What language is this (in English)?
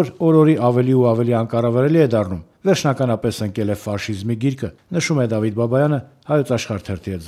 Armenian